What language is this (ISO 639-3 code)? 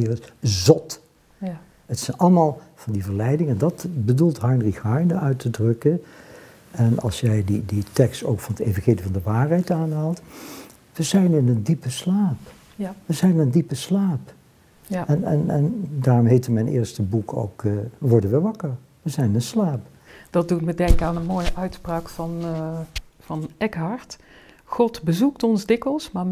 nld